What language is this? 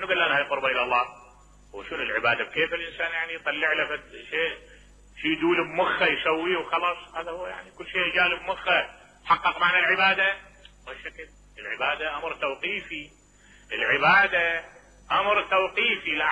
Mesopotamian Arabic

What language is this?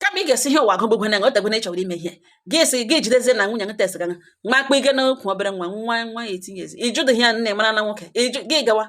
Igbo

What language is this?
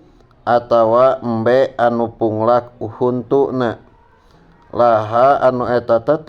Sundanese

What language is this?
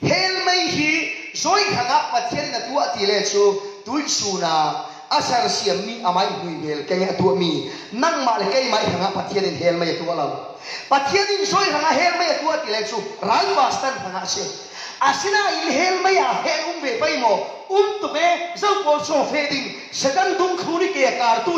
Falam Chin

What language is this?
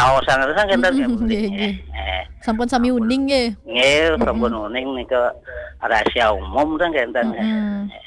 Balinese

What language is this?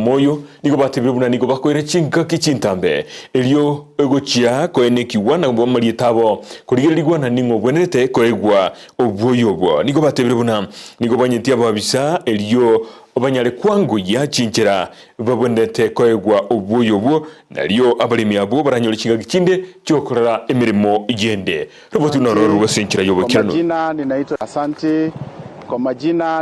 Gusii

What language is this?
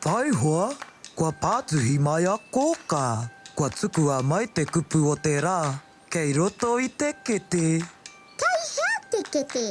Māori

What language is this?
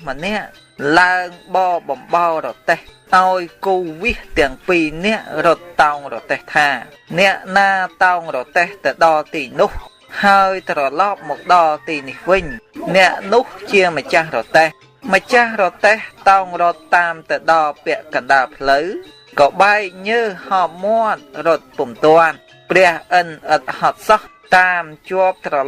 Khmer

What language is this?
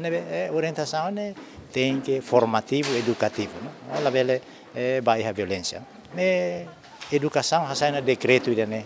Tetum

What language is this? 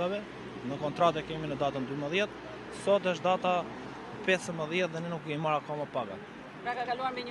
Albanian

